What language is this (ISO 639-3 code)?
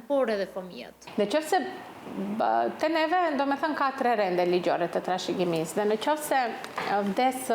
sqi